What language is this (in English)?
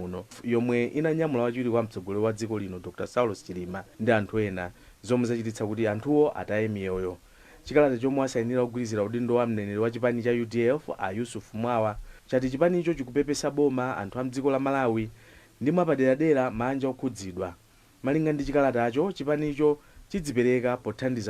Nyanja